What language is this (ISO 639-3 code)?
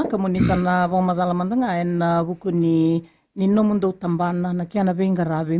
fij